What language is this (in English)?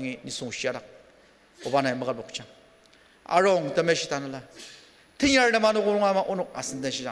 Ao Naga